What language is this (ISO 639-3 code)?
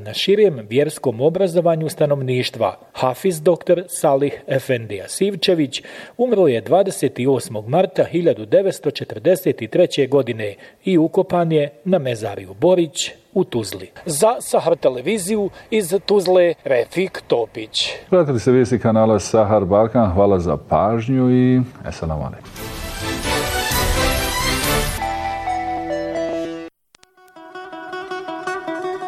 bos